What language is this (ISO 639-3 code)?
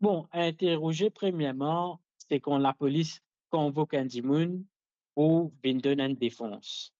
mfe